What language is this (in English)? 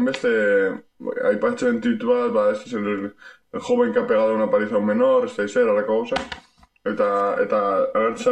Basque